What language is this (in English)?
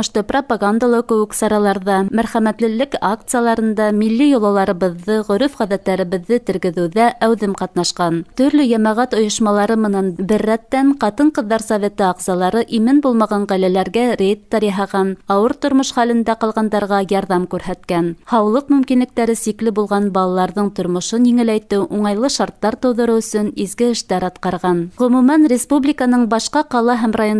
Bashkir